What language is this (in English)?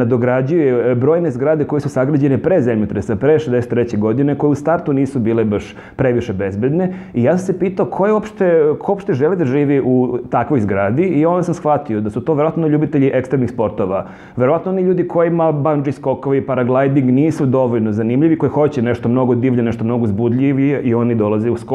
Serbian